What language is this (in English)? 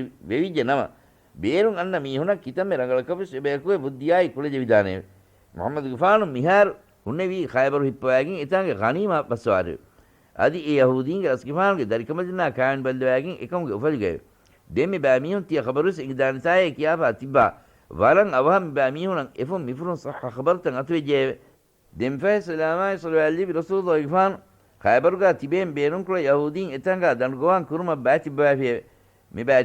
Divehi